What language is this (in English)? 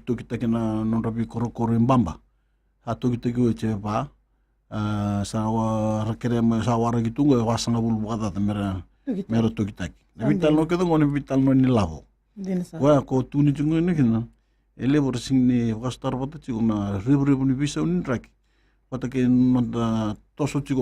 Fijian